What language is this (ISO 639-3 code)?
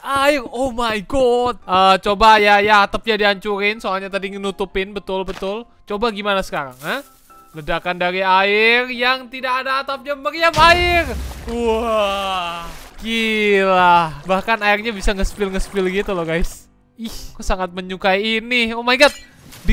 ind